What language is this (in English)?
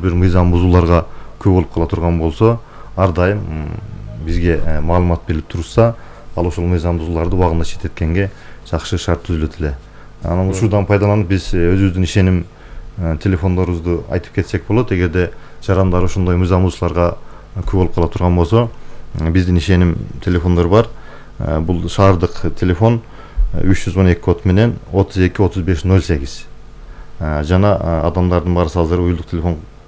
Kyrgyz